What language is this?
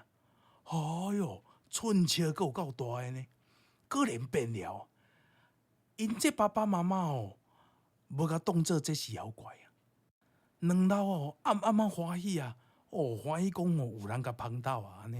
Min Nan Chinese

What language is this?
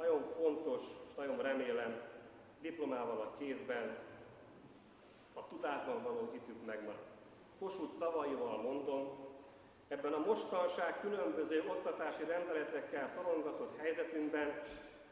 Hungarian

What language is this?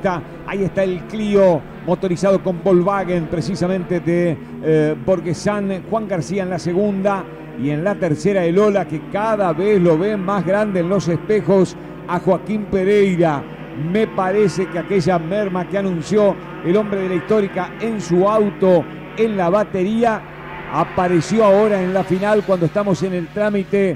Spanish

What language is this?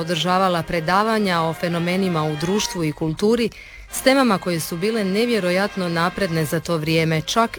Croatian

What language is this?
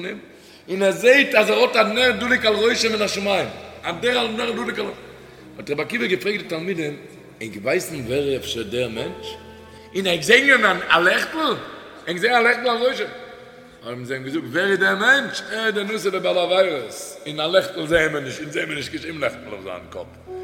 Yiddish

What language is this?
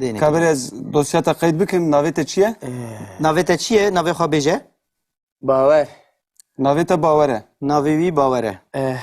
Kurdish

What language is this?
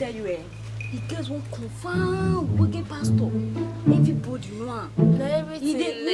Nigerian Pidgin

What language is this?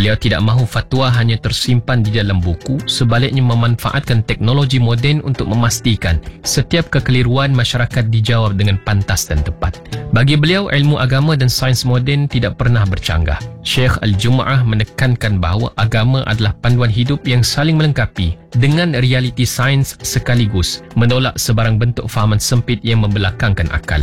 Malay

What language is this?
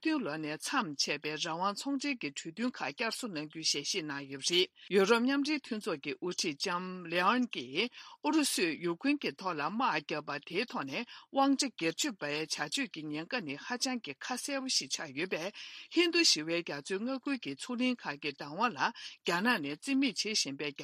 Tibetan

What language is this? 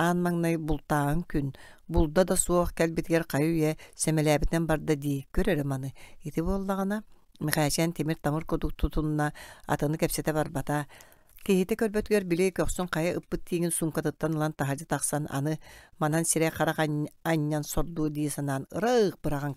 Yakut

